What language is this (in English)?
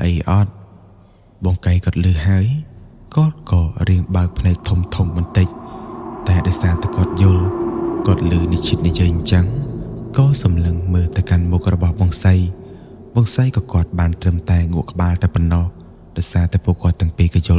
Khmer